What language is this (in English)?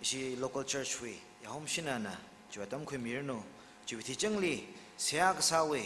Tangkhul Naga (India)